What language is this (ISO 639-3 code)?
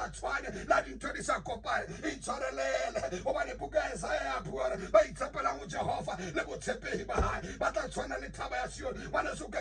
sot